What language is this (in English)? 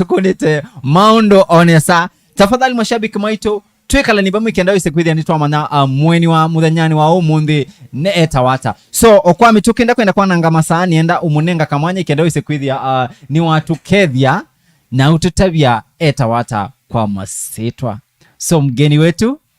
Kamba